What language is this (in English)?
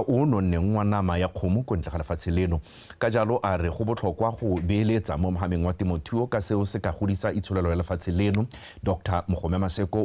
Tswana